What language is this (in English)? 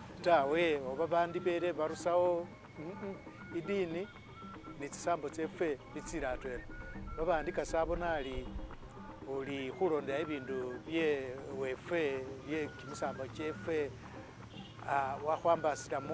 Masaaba